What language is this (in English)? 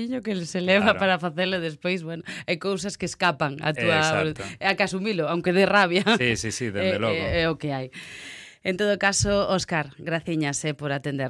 Galician